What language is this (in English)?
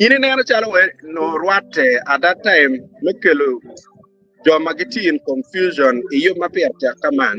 Acoli